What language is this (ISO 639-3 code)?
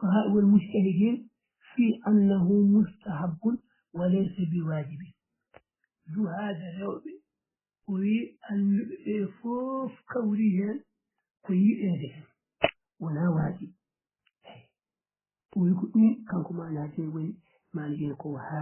ful